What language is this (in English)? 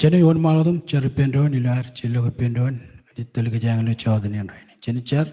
Marshallese